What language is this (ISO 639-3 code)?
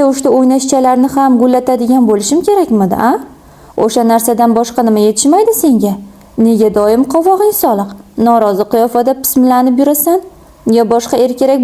uzb